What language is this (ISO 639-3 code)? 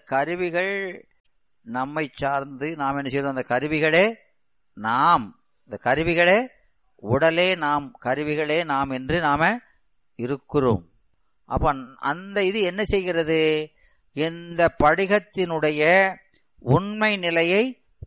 tam